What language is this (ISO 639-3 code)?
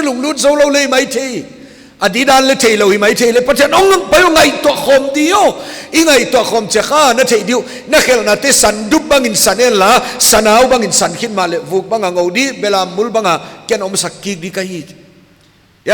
pck